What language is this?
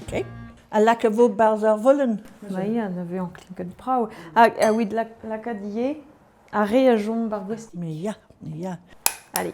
Breton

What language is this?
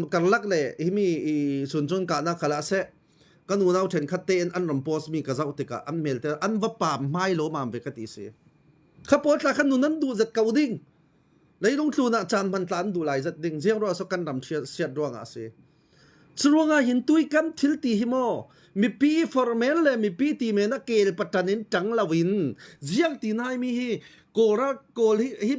Falam Chin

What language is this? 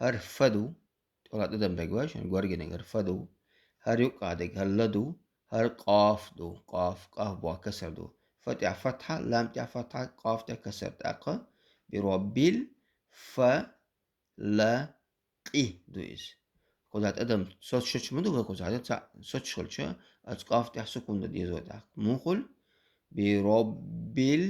Chechen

